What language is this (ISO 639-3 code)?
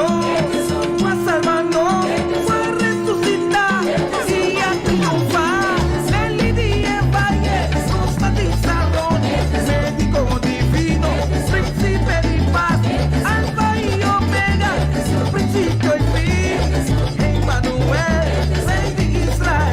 pap